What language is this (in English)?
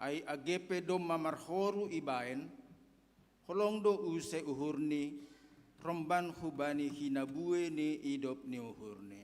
Batak Simalungun